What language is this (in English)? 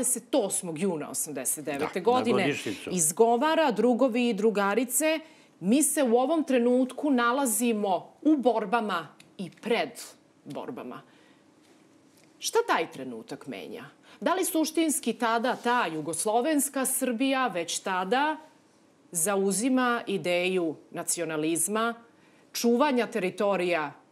Serbian